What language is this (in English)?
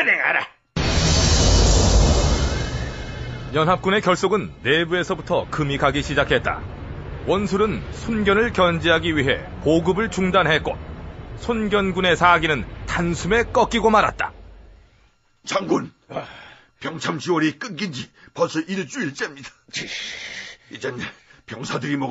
Korean